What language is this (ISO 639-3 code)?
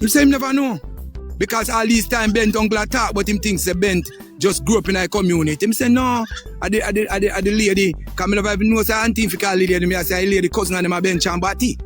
jam